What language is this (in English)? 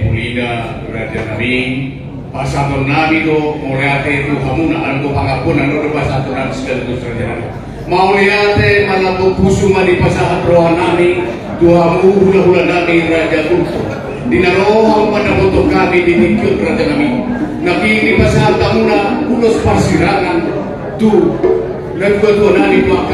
Batak Toba